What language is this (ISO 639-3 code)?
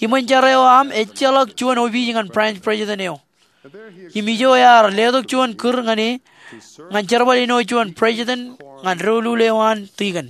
mah